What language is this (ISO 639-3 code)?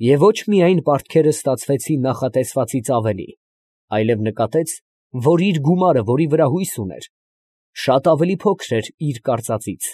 hye